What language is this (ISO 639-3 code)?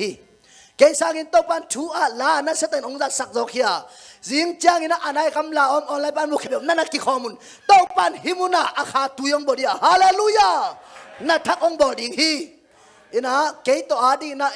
ctd